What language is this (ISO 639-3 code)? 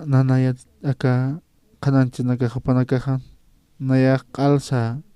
aym